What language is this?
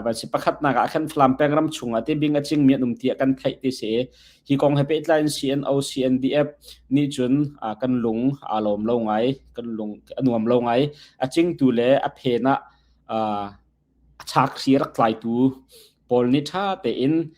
Hakha Chin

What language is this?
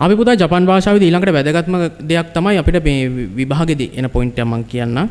Sinhala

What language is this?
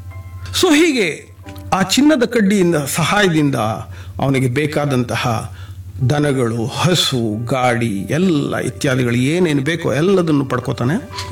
Kannada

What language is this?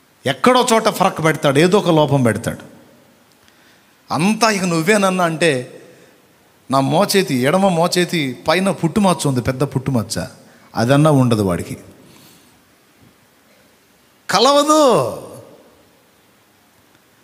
Telugu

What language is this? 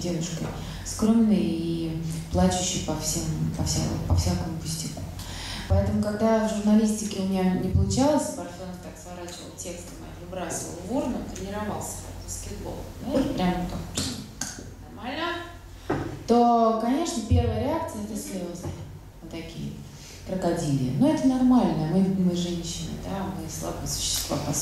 Russian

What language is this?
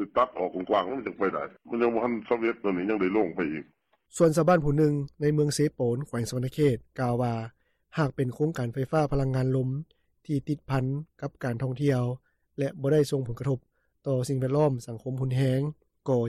Lao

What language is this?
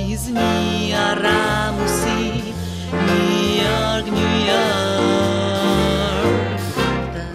Czech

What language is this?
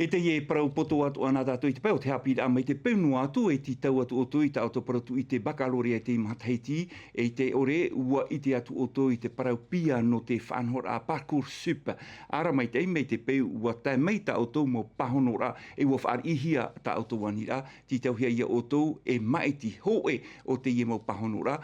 Tahitian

